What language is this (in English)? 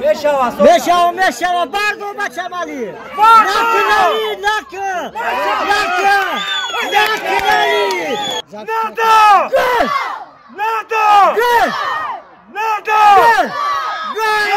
Tajik